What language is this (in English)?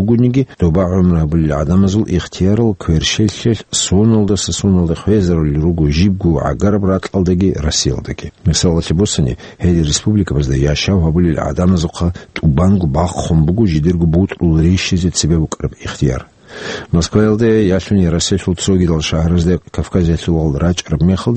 Avaric